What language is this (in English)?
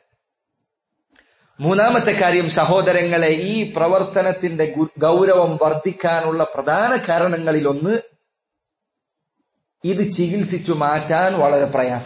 Malayalam